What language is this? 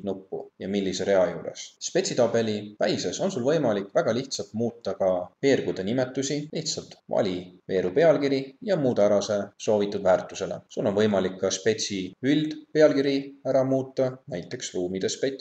Estonian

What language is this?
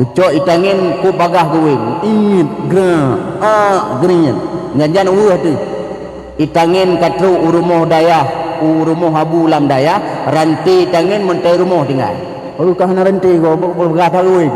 Achinese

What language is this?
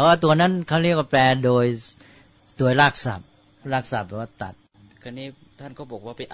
Thai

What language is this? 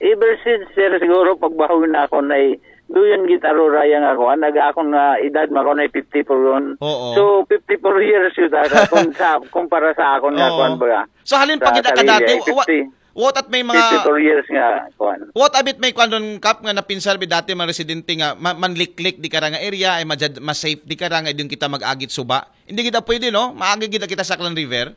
Aklanon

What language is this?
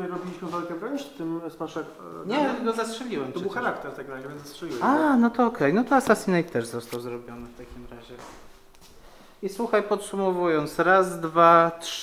Polish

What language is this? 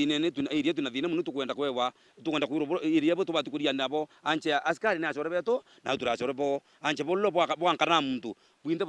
Meru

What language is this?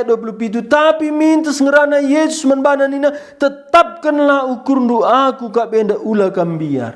Batak Karo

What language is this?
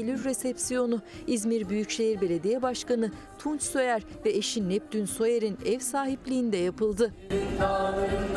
Turkish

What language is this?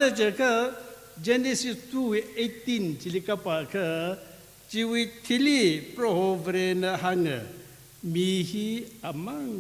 Tangkhul Naga (India)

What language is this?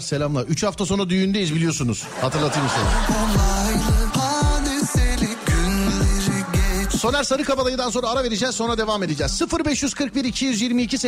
Turkish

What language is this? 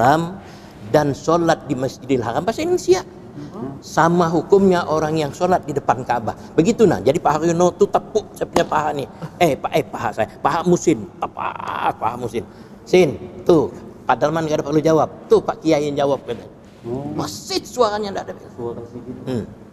Banjar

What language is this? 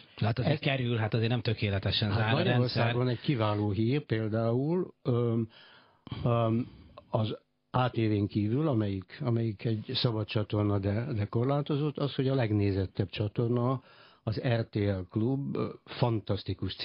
Hungarian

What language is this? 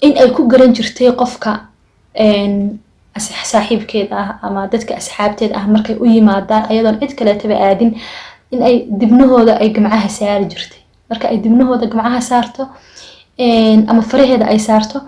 Somali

